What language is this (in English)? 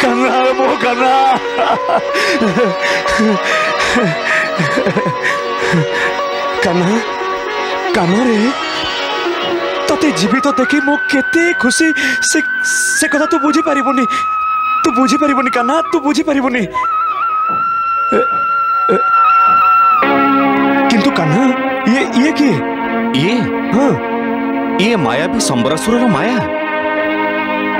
Odia